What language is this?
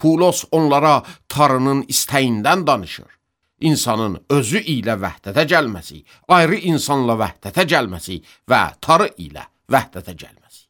Azerbaijani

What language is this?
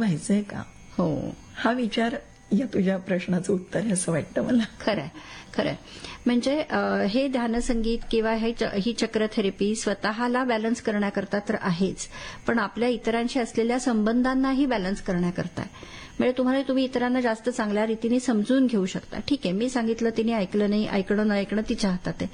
Marathi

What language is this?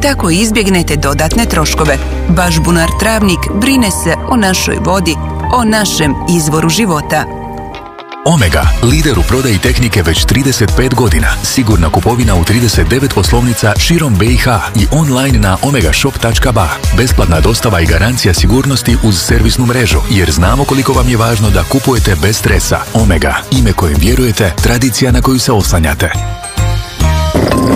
Bosnian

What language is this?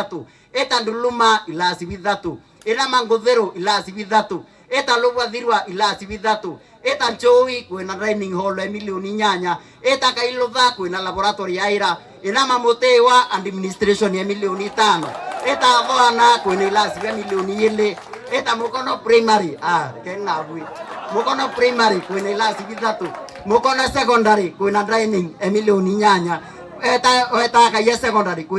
Meru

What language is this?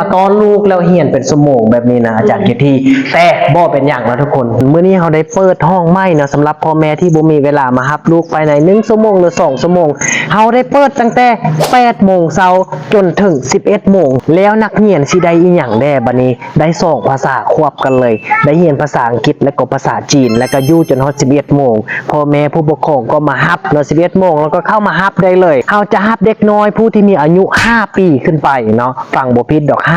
Lao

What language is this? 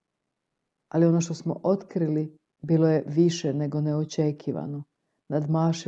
Croatian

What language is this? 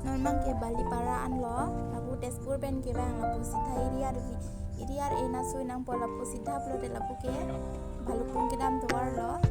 Karbi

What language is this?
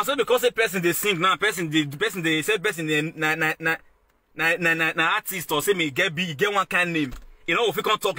Nigerian Pidgin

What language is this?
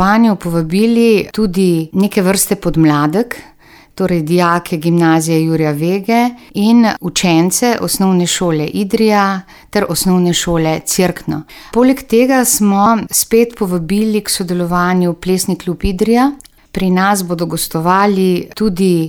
Slovenian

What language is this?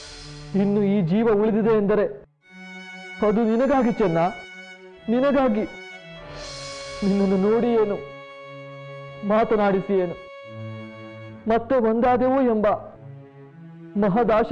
Kannada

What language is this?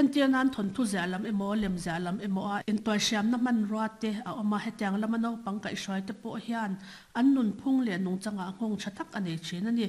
Mizo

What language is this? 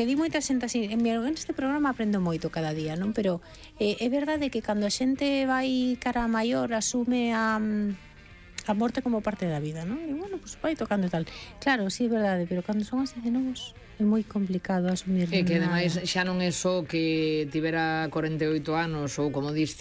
Galician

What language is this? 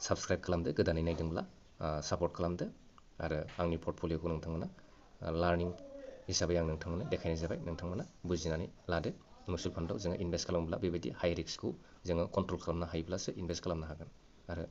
Bodo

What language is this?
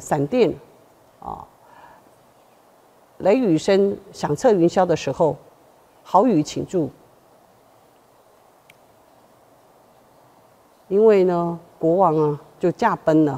Chinese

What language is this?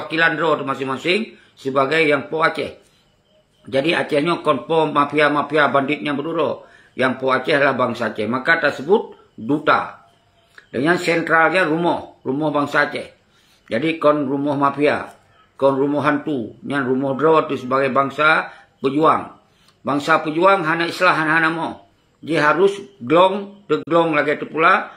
Achinese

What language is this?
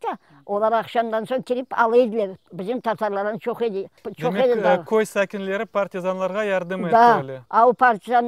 Crimean Tatar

